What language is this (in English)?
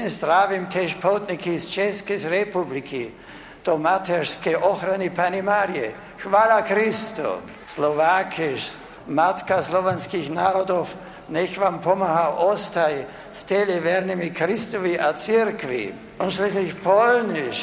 Belarusian